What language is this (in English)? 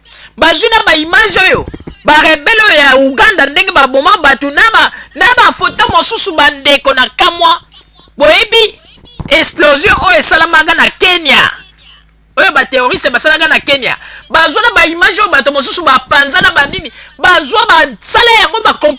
Lingala